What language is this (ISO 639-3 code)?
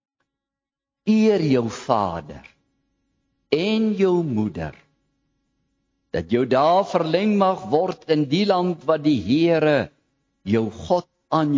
afr